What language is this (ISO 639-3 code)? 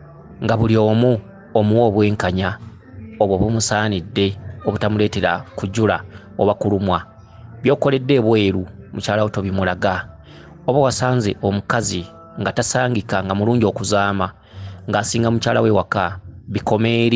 lug